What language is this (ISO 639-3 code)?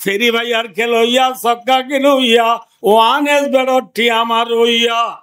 rhg